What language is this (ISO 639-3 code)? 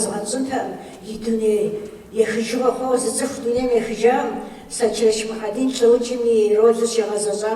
kbd